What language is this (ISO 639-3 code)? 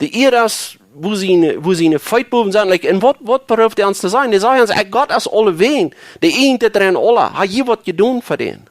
pdt